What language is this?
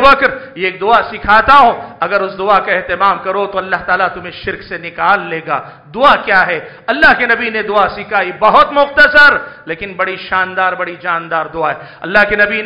Urdu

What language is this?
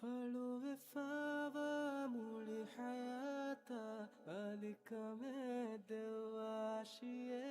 Divehi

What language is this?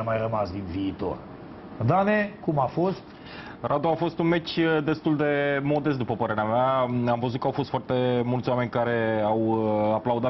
Romanian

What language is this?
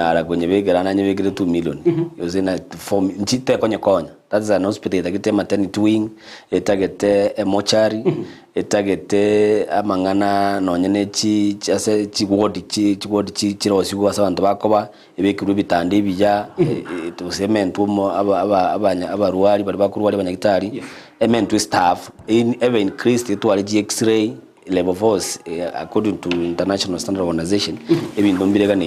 Gusii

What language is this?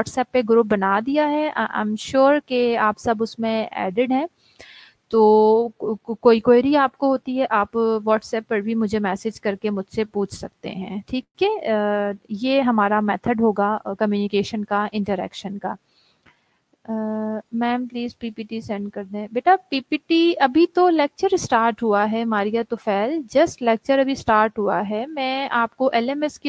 Urdu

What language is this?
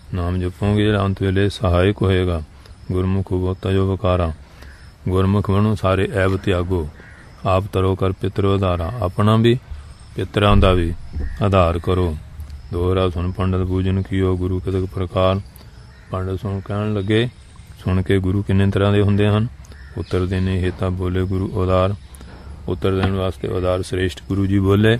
Punjabi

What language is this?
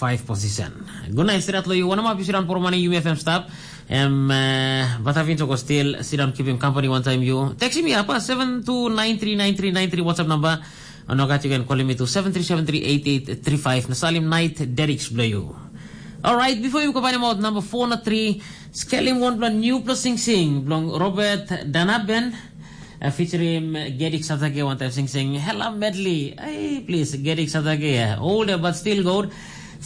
Tok Pisin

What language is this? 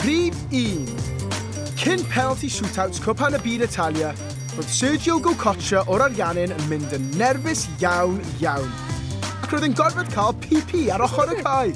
Welsh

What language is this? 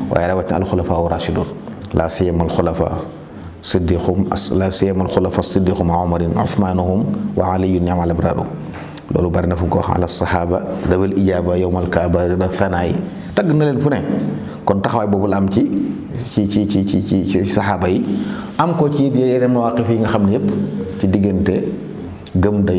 Wolof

